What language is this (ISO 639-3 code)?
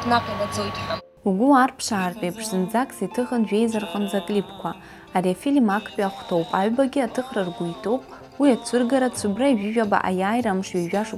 abk